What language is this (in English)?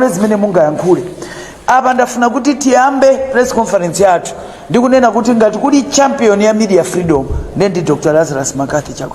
Nyanja